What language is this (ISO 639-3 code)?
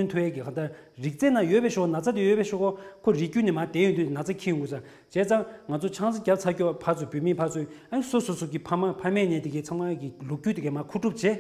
bod